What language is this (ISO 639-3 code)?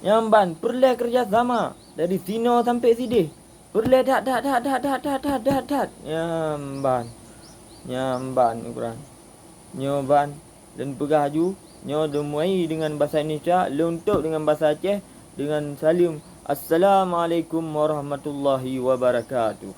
ace